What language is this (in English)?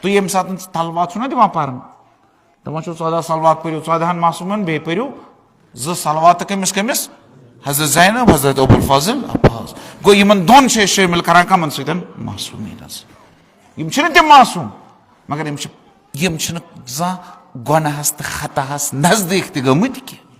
Kashmiri